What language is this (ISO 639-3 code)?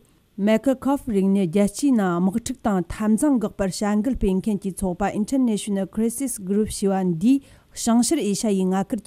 bod